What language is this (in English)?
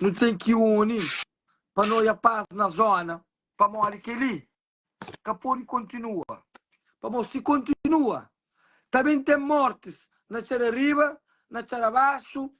Kabuverdianu